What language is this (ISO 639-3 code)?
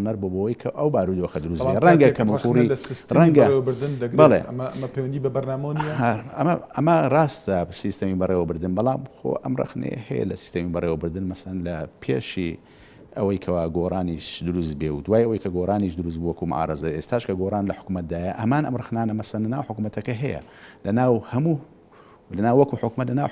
ckb